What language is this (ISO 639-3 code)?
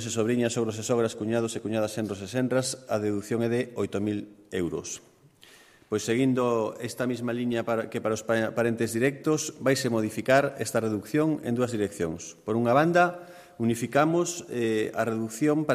glg